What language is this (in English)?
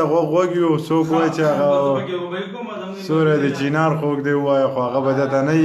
Pashto